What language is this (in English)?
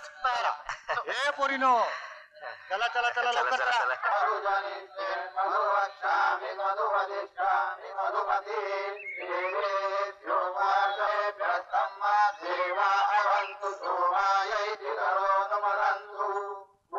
Marathi